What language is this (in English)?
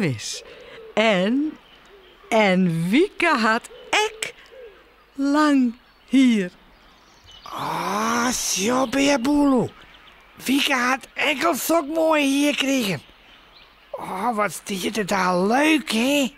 Western Frisian